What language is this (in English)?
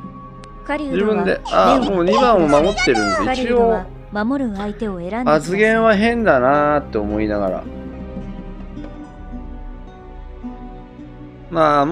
Japanese